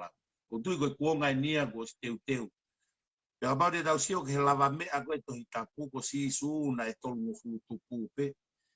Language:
Tongan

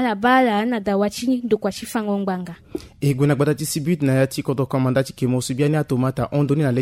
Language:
Sango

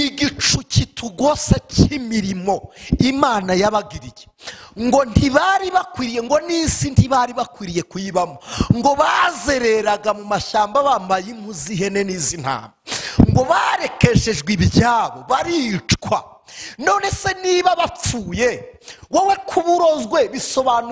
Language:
Kinyarwanda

